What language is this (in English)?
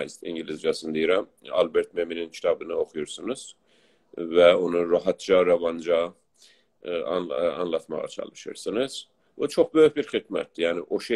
South Azerbaijani